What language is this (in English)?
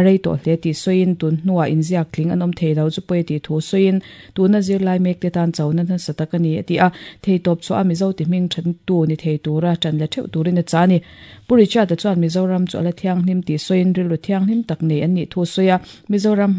Mizo